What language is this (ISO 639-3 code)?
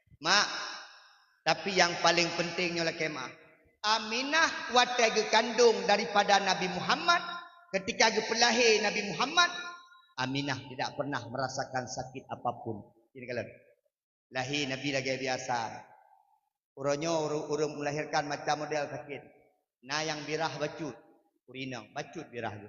ace